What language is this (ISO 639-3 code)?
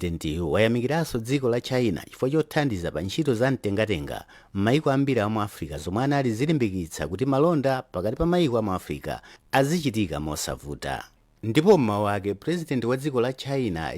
nya